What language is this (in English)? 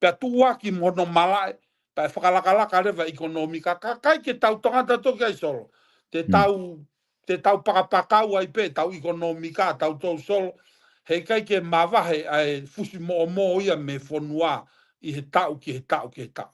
Tongan